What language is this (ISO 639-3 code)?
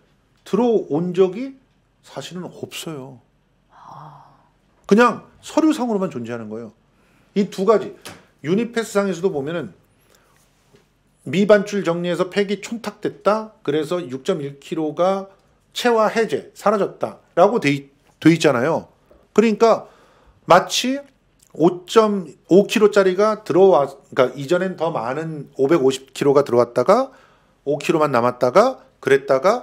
kor